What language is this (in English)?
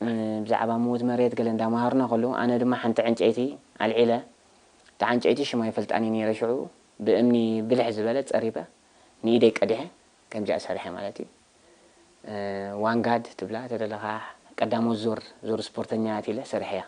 Tigrinya